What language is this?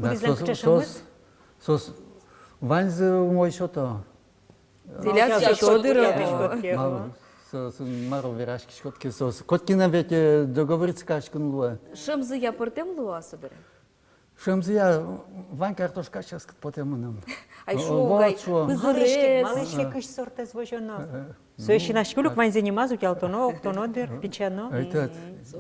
Udmurt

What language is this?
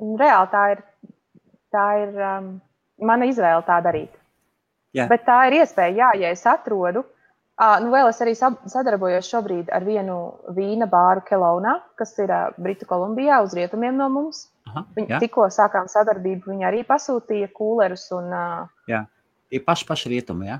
Latvian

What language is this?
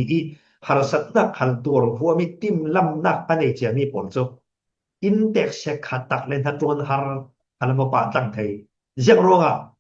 Falam Chin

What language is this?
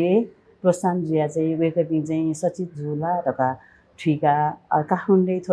Newari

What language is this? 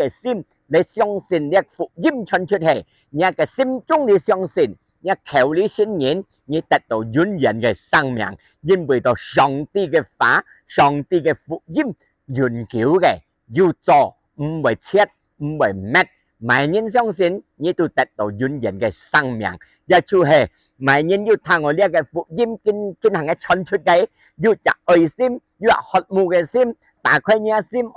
Hakka Chinese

